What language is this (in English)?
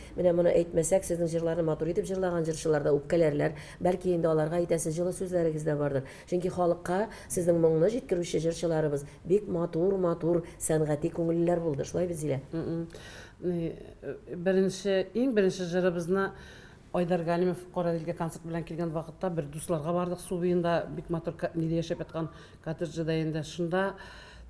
Tatar